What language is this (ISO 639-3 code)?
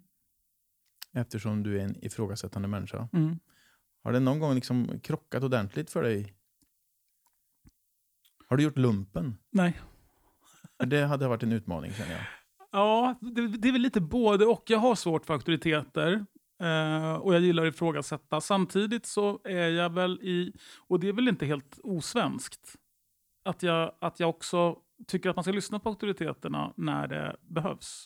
swe